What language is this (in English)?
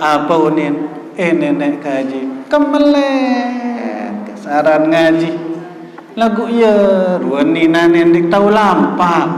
Sasak